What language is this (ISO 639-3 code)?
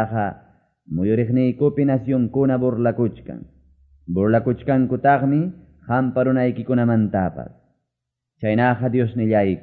que